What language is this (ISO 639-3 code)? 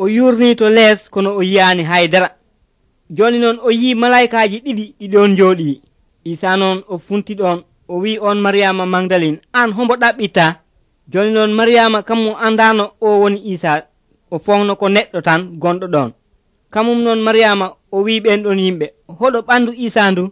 fuv